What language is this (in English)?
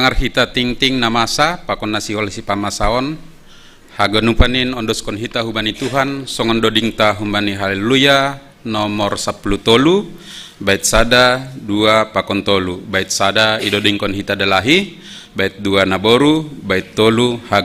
Batak Simalungun